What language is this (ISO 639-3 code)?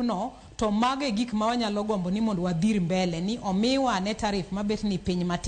luo